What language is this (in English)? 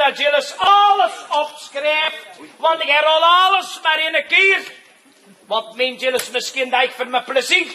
Limburgish